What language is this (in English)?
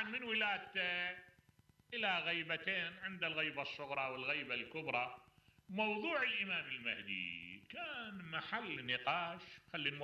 Mesopotamian Arabic